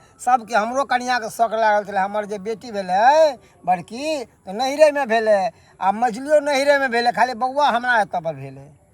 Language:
Maithili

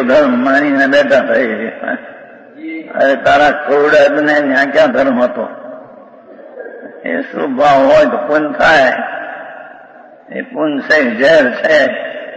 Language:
Gujarati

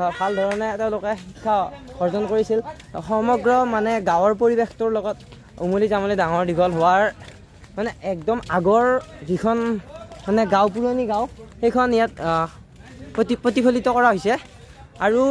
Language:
Assamese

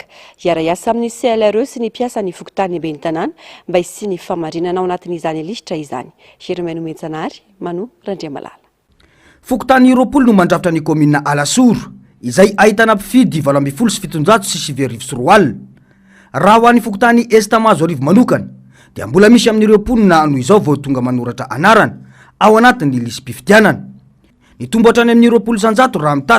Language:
Malagasy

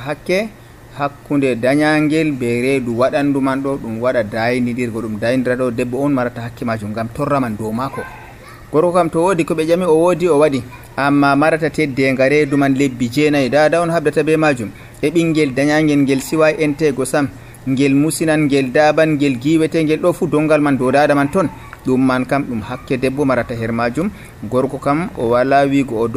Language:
Nigerian Fulfulde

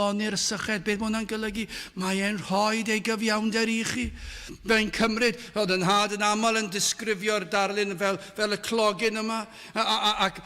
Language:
Welsh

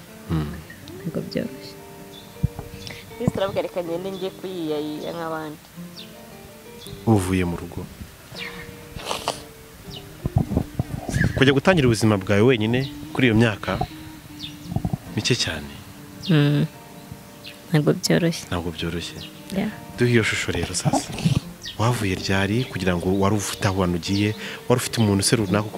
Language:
Kinyarwanda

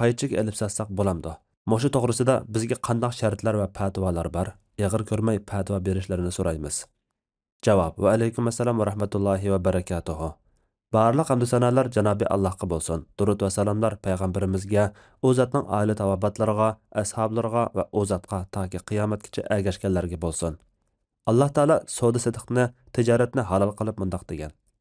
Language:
Uyghur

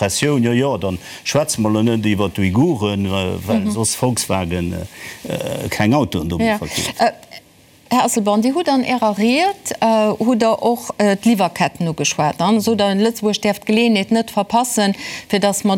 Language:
Luxembourgish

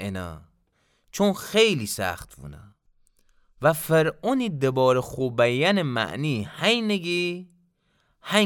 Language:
Gilaki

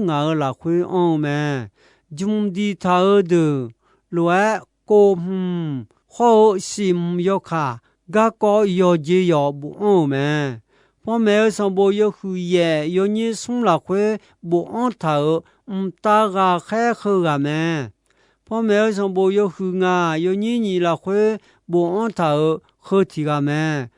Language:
Akha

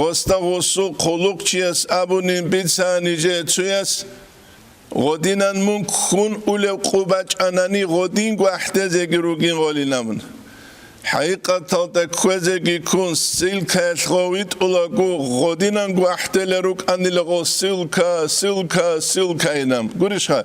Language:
Avaric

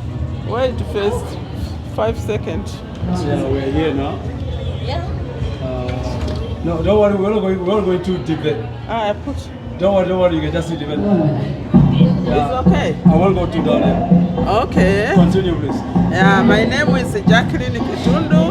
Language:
Herero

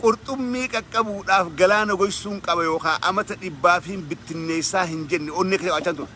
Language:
Oromo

